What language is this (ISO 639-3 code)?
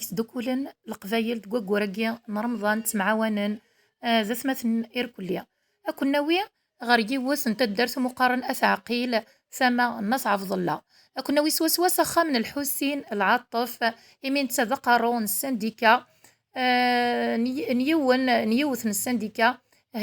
kab